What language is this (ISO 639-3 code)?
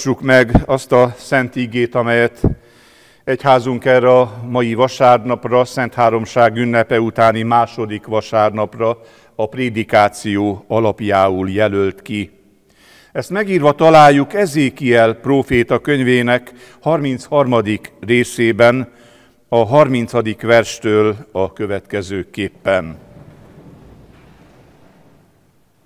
hun